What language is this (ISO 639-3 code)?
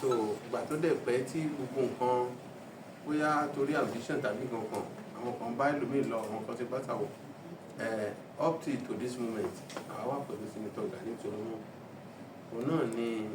yor